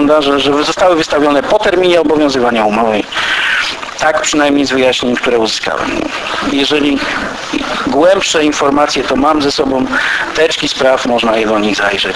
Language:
Polish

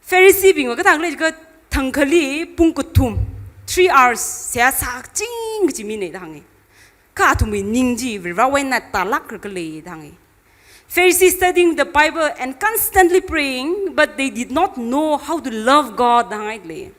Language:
Tangkhul Naga (India)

